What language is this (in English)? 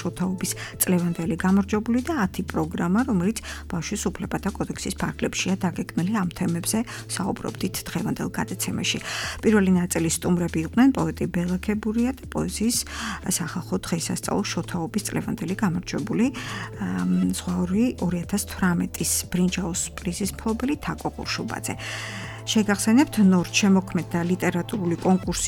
Georgian